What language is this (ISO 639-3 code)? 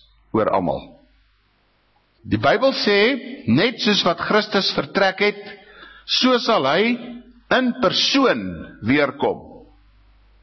afr